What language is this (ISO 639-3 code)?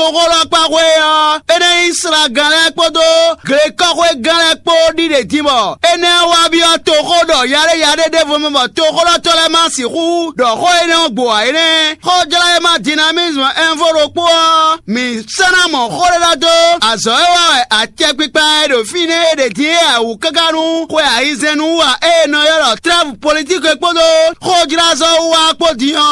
fon